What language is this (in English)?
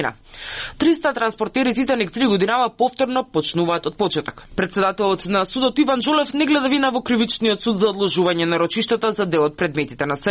Macedonian